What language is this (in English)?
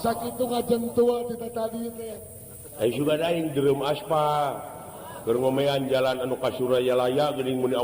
Sundanese